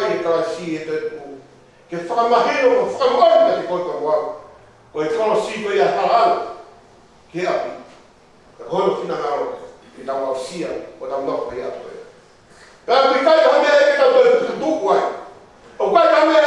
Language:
Tongan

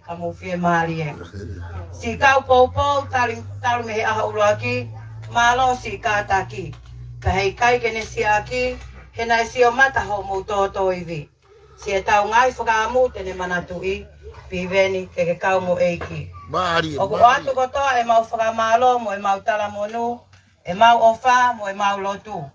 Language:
Tongan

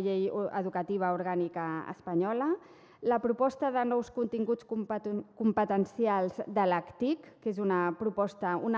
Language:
Catalan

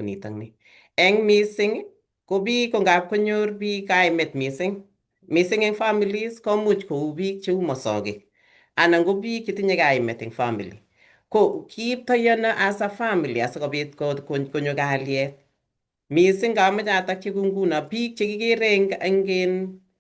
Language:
Kalenjin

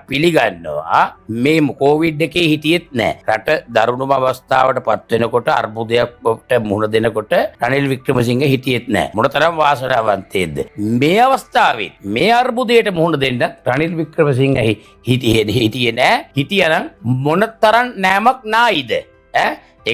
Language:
Sinhala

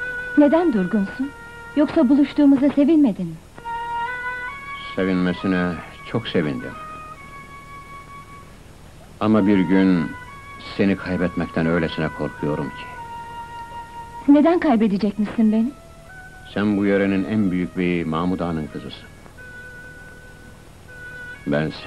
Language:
Turkish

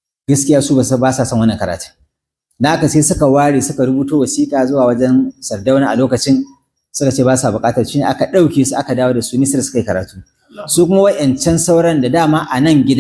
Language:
Hausa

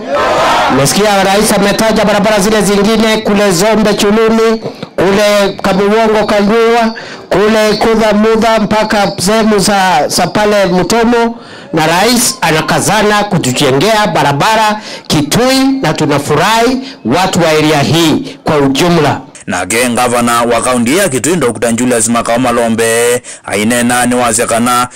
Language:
Kamba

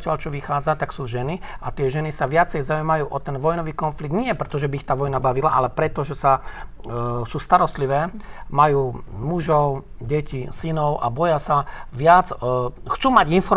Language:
Slovak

